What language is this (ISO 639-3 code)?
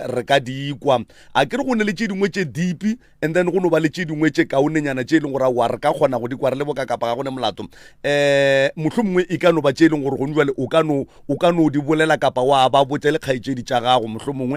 nso